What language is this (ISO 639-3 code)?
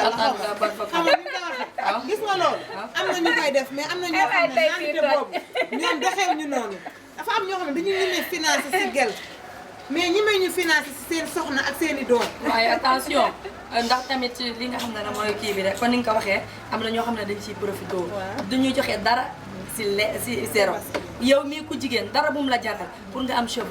wol